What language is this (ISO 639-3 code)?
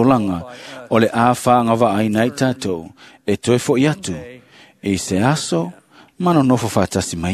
smo